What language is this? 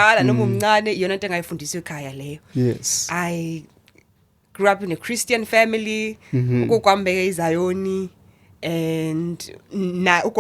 Zulu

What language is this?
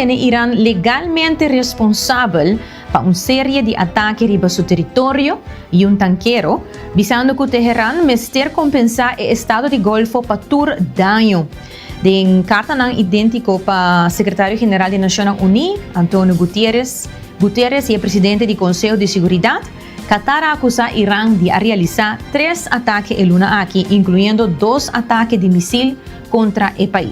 Papiamento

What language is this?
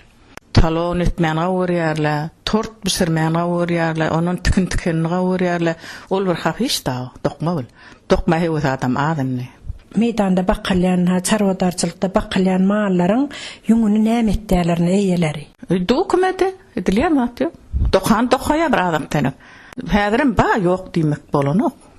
Turkmen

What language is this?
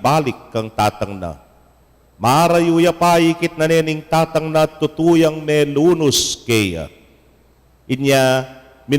Pampanga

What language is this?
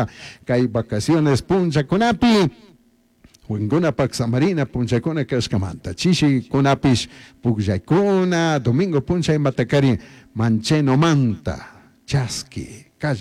Chimborazo Highland Quichua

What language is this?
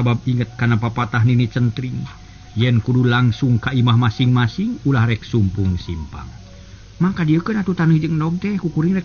Sundanese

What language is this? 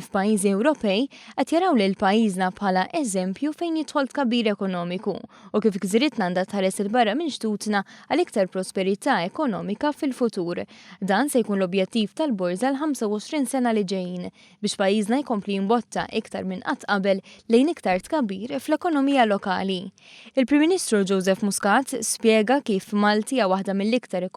Maltese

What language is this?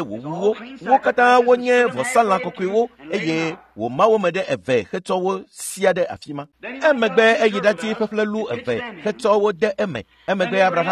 Ewe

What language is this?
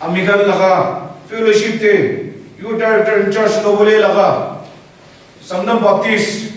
Naga Pidgin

